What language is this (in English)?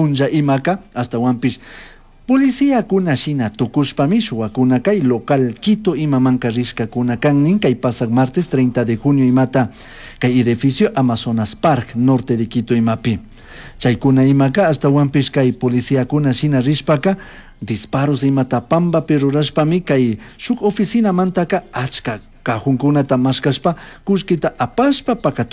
Chimborazo Highland Quichua